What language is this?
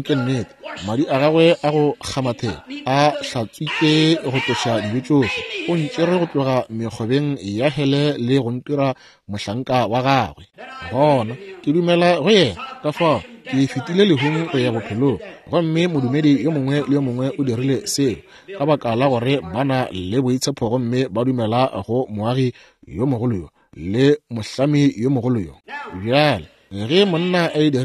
Northern Sotho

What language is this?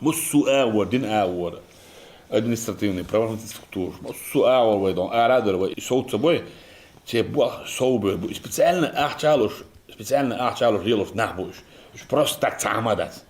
Chechen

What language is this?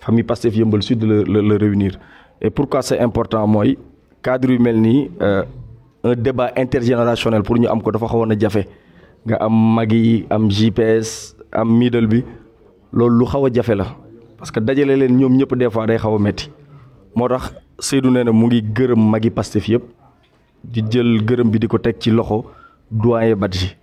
Wolof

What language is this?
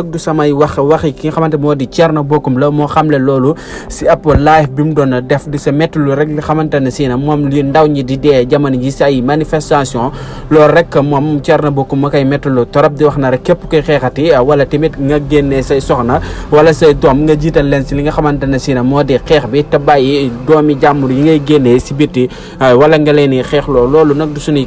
Wolof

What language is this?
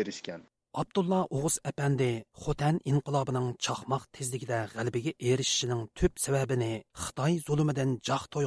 Uyghur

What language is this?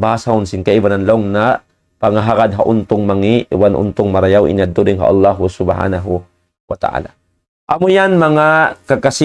Tausug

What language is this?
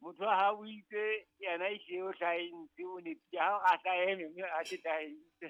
Southern Sotho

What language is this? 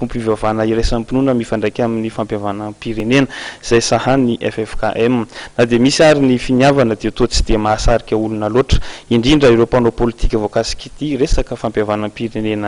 Malagasy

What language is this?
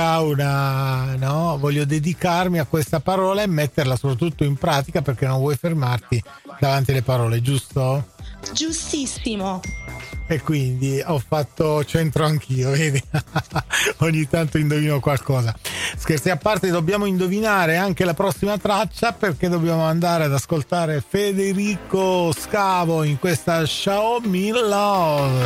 Italian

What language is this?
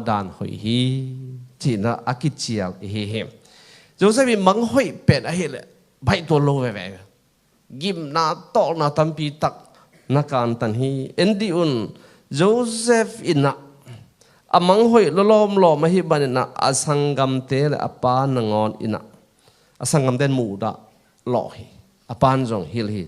Tedim Chin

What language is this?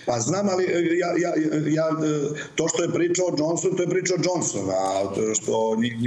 Serbian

